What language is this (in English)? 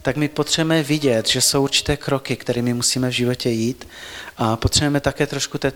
Czech